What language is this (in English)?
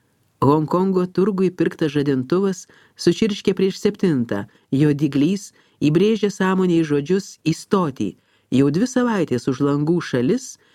Lithuanian